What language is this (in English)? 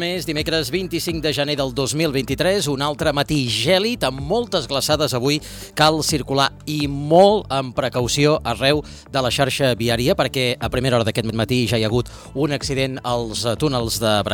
Catalan